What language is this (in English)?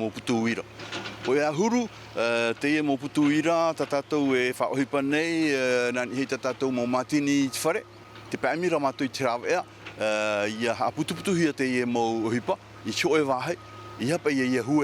Tahitian